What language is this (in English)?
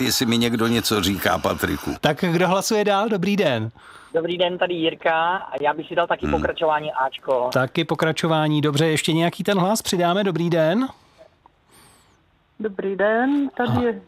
Czech